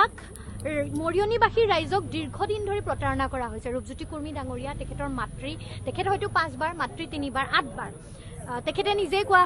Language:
Assamese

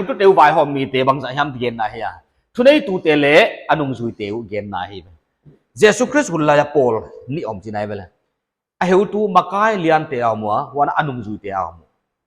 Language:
Paite Chin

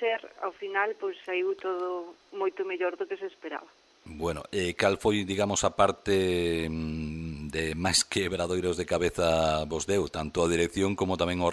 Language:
Galician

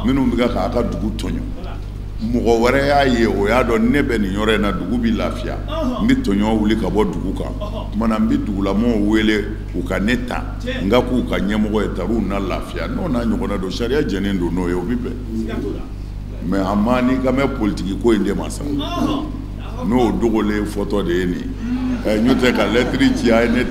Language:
Bambara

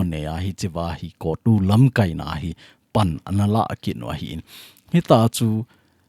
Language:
Thado Chin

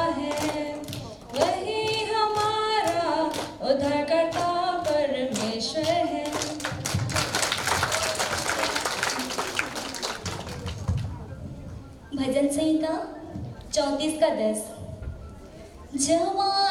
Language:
Hindi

